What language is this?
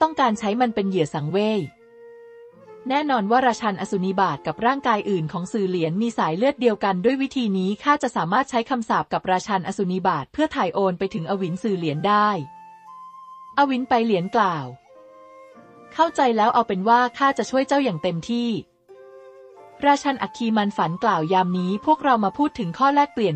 Thai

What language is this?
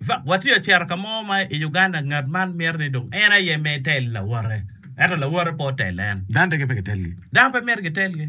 Acoli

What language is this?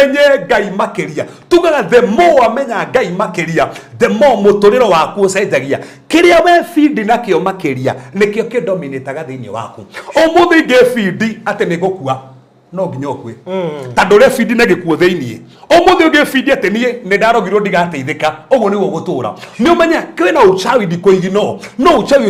Kikuyu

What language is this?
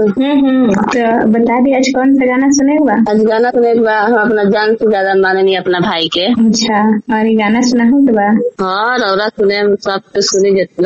Bhojpuri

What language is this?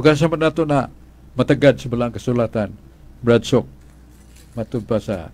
Cebuano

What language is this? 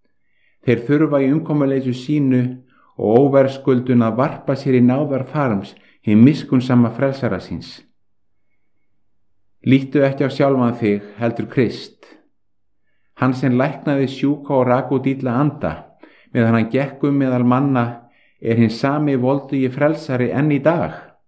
Icelandic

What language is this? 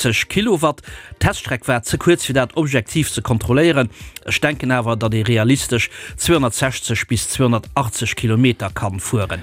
Luxembourgish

